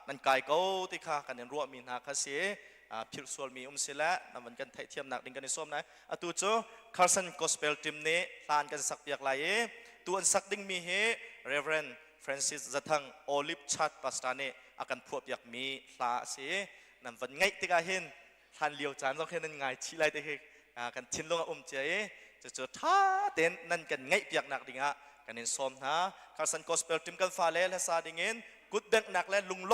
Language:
Hakha Chin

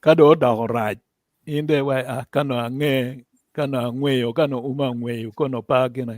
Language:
Acoli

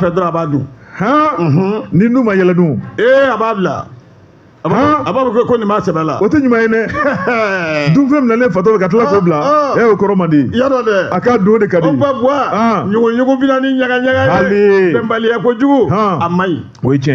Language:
Bambara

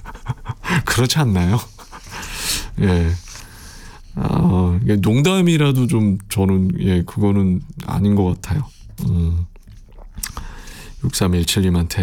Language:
Korean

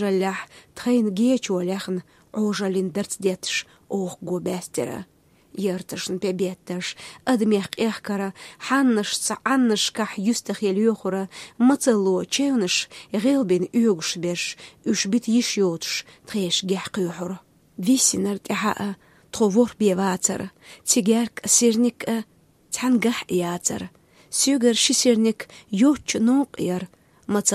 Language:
Chechen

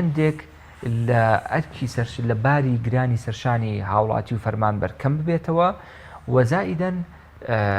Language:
Central Kurdish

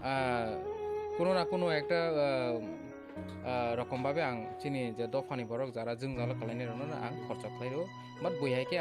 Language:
Kok Borok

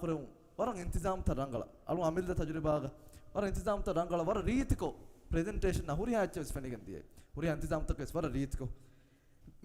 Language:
Divehi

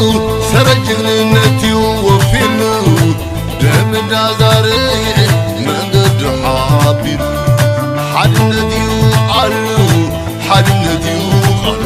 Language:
Tigrinya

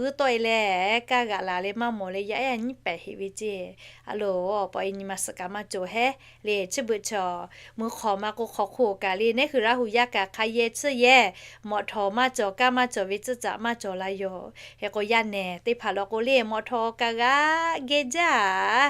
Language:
Lahu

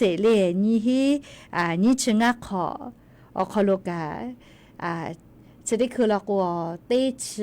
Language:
Lahu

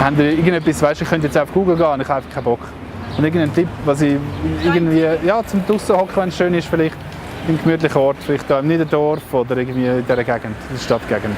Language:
Swiss German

